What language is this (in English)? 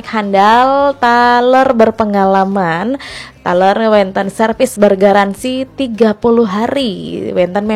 Balinese